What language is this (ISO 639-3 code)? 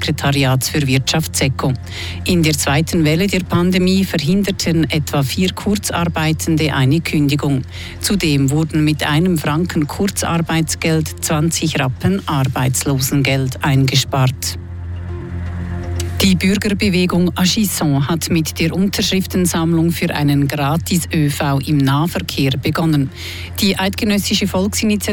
deu